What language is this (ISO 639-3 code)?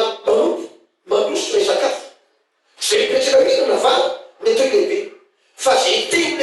mlg